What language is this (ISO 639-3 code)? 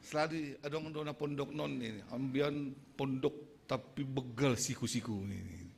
bts